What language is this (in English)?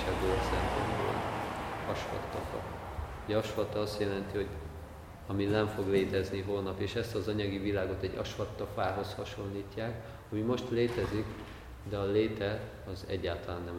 Hungarian